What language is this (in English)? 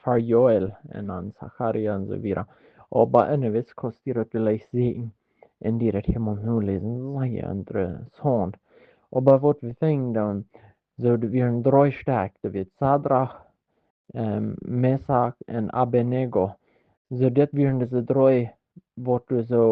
Plautdietsch